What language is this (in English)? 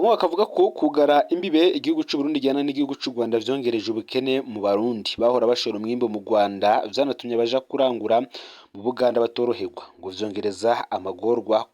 Rundi